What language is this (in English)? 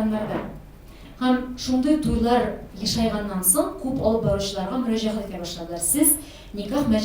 Tatar